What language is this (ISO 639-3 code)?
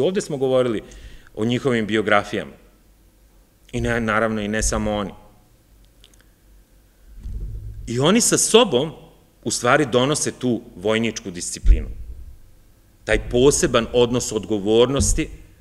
srp